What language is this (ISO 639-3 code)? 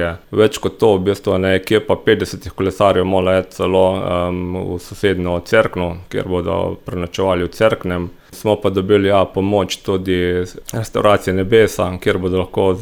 slv